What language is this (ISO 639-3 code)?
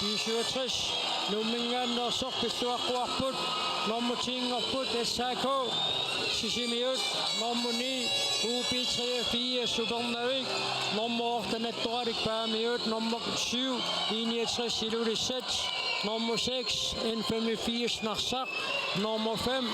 kal